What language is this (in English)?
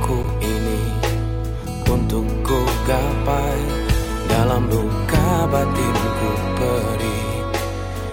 Indonesian